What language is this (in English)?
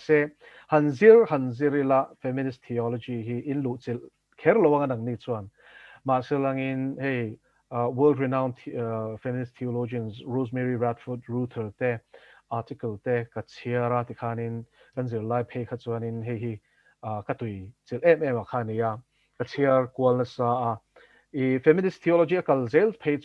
Mizo